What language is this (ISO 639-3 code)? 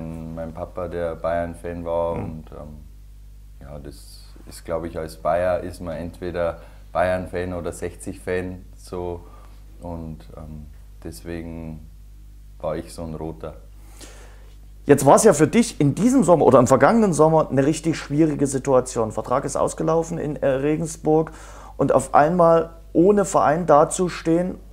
deu